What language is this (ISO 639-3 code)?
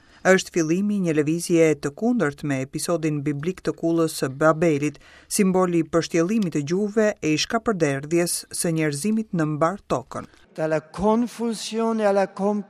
sqi